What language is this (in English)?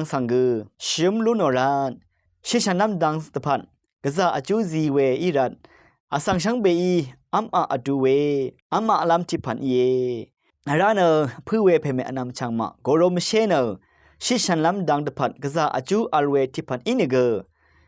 Rawang